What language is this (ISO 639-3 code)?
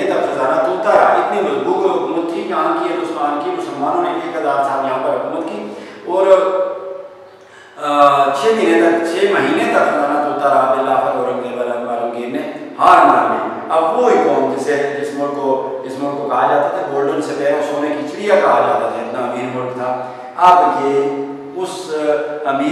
urd